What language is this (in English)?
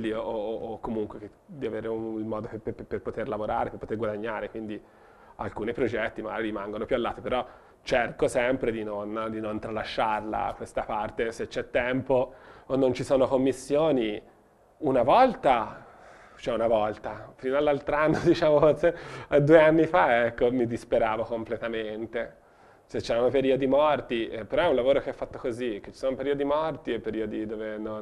Italian